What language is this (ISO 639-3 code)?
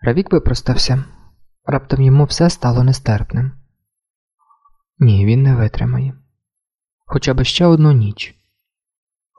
ukr